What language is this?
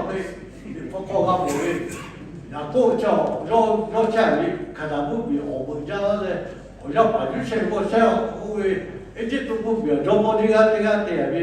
Lahu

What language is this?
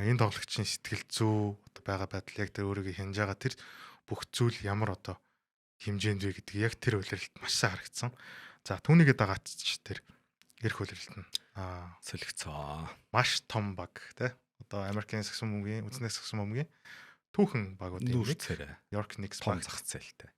Mongolian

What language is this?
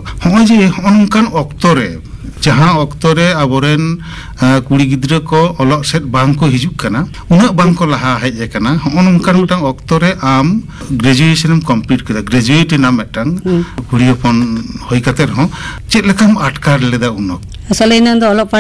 Santali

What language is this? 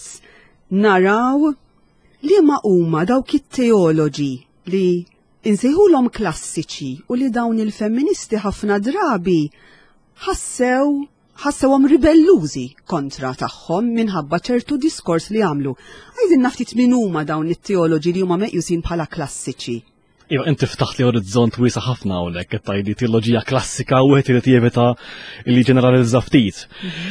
Maltese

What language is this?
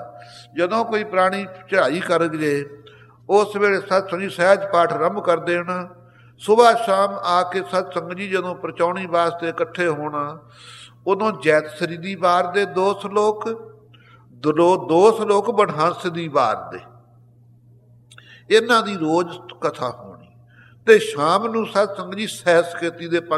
Punjabi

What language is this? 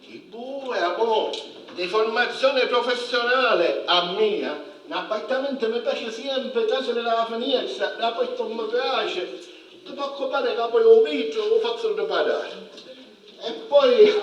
Sicilian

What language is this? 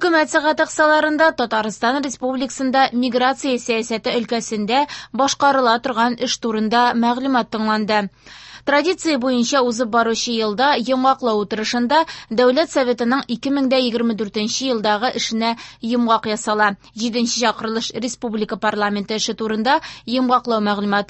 Tatar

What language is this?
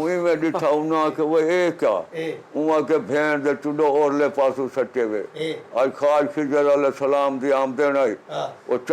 Saraiki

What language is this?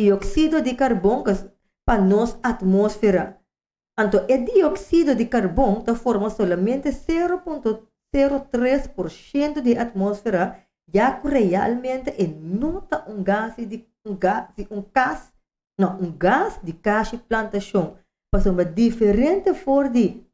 Papiamento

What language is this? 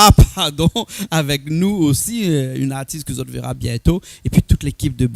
Réunion Creole French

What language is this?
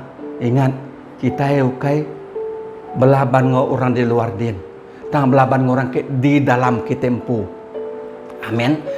Iban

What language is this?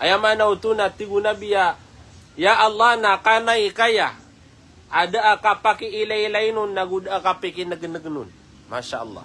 Maranao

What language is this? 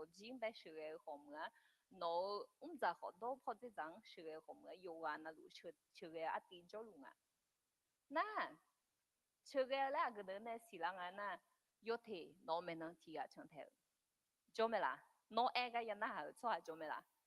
Akha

